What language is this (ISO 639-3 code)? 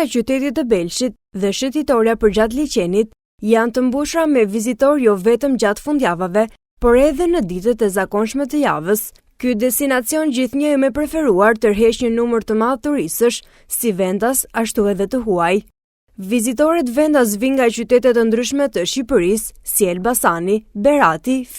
sqi